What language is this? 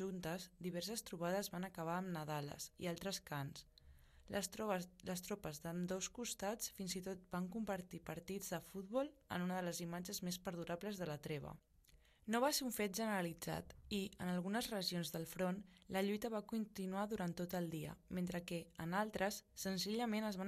Catalan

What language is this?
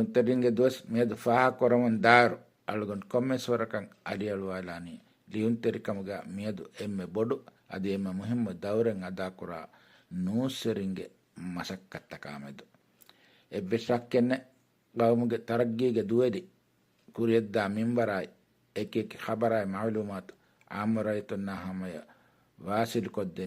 Divehi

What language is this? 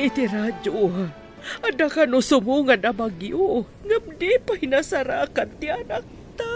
Iloko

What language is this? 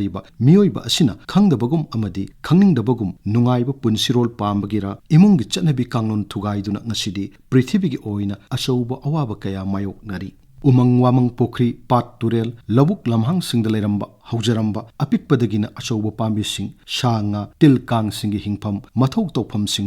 Manipuri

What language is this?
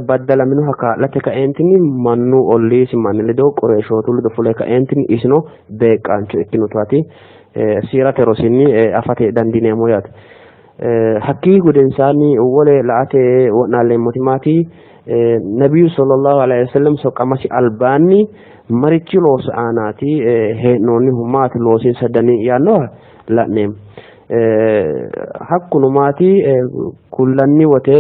Sidamo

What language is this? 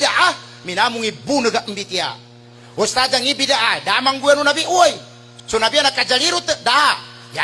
Maranao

